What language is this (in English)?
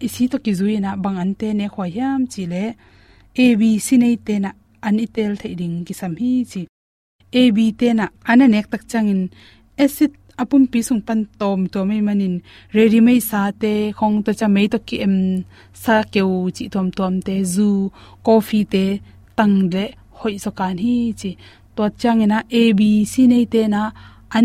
Tedim Chin